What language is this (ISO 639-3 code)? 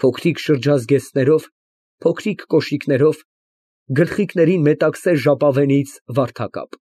hye